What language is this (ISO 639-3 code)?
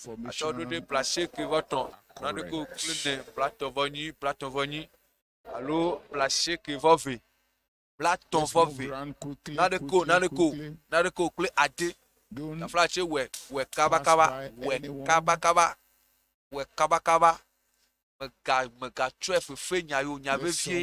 ewe